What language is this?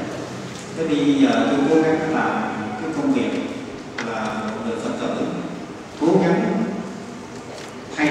Vietnamese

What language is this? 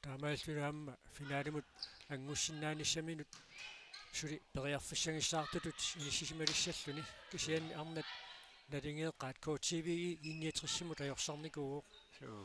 Kalaallisut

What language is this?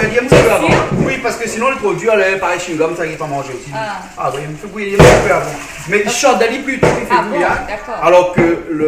Réunion Creole French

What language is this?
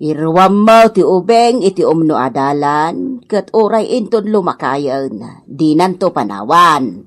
Iloko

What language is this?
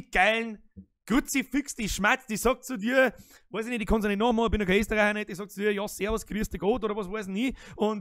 Bavarian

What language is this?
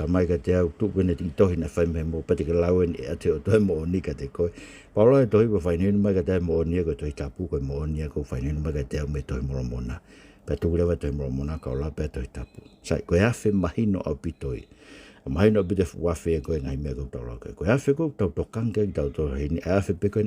Tongan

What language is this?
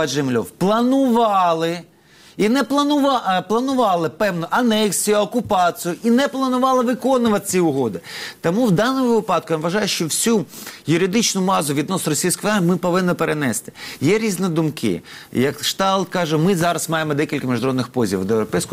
Ukrainian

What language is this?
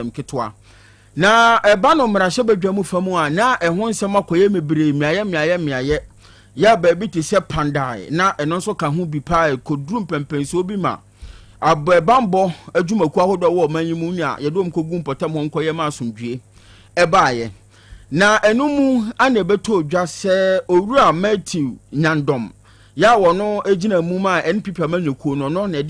Akan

